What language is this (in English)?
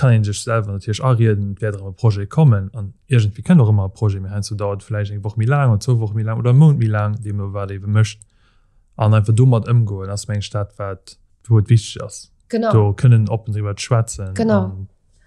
Luxembourgish